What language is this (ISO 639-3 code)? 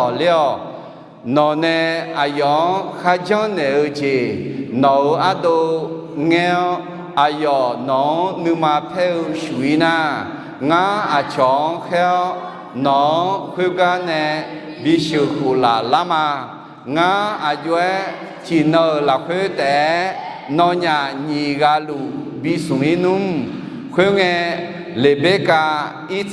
ahk